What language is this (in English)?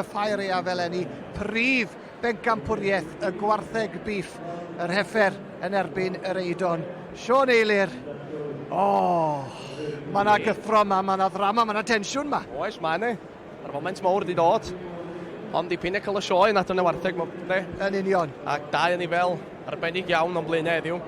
Welsh